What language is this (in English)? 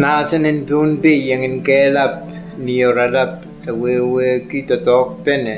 Pohnpeian